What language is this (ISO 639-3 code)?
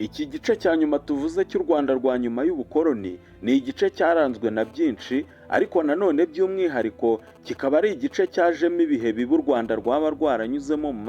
kin